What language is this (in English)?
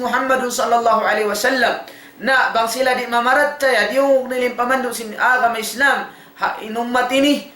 Tausug